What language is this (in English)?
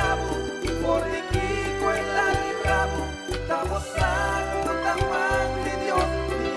Papiamento